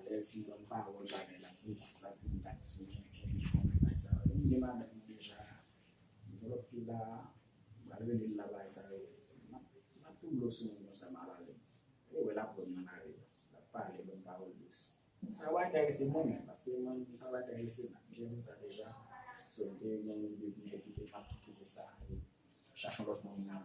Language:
Haitian Creole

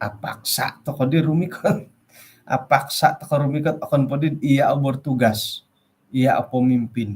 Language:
Central Dusun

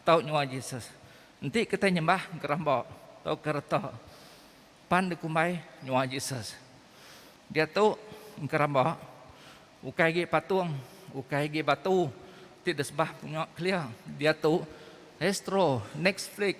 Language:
Iban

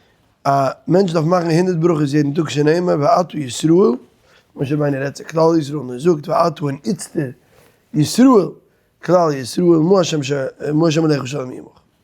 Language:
Yiddish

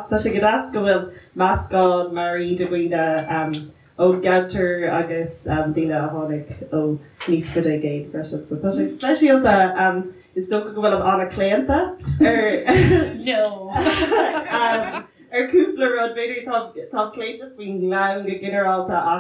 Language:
Irish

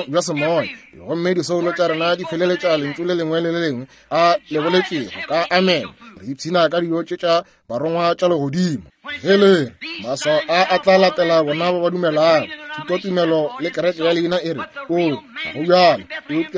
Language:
Northern Sotho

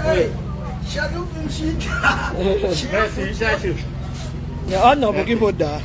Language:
Haitian Creole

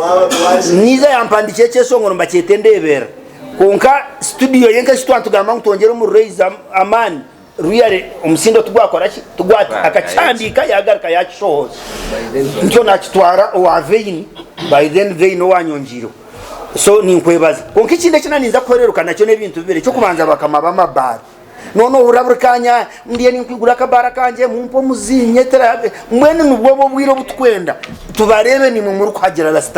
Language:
Nyankole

